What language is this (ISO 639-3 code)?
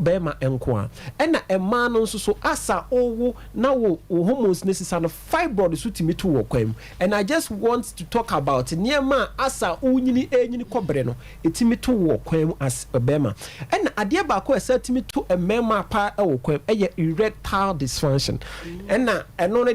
aka